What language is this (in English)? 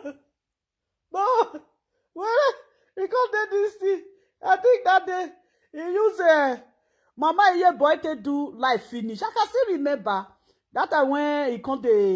Nigerian Pidgin